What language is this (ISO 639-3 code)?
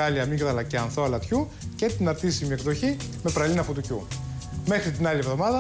ell